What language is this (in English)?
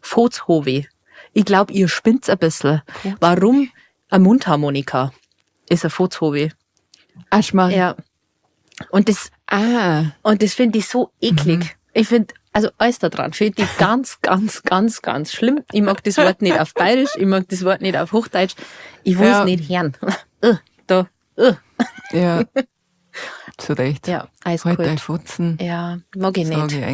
Bavarian